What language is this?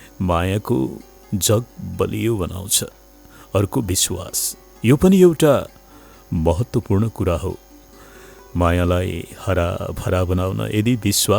Nepali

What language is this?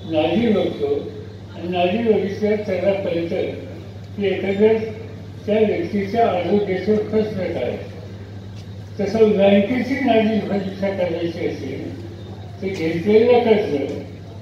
Marathi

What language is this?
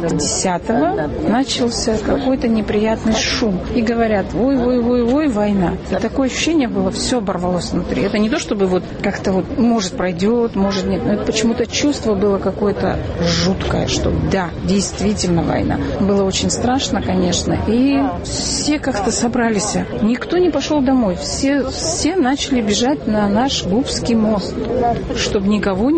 Russian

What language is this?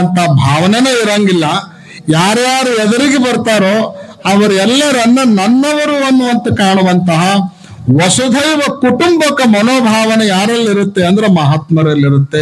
Kannada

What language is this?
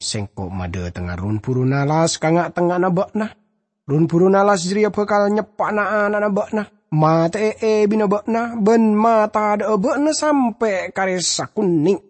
Madurese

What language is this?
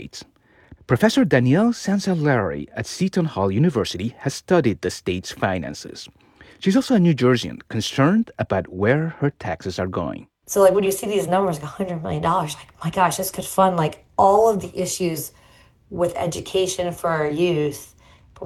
English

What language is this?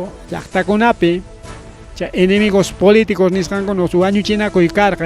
Ayacucho Quechua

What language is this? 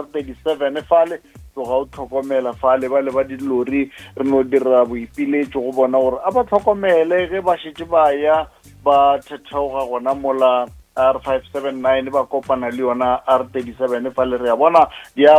Northern Sotho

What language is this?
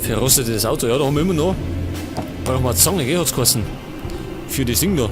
Bavarian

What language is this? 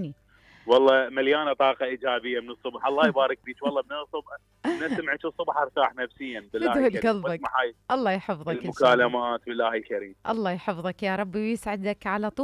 Mesopotamian Arabic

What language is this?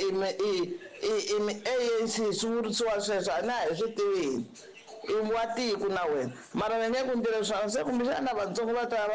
Tsonga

